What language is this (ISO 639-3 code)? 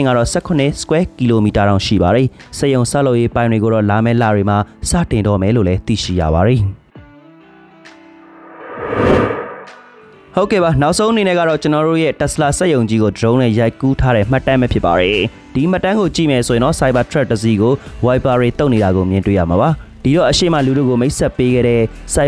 mya